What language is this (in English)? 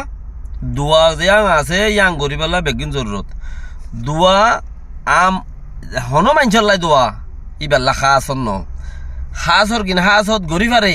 Rohingya